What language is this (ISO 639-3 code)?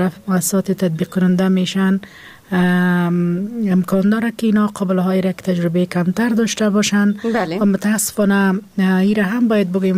fas